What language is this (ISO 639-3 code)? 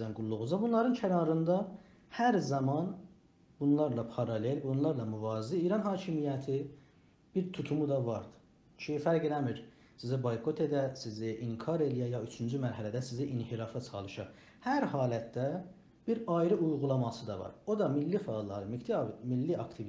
azb